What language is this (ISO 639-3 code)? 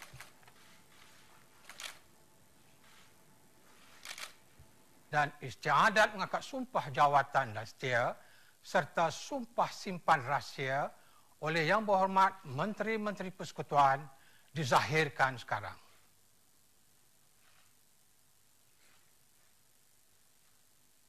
msa